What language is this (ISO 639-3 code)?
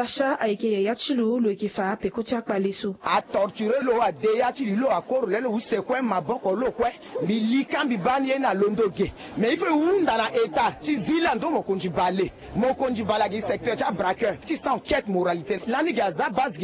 sag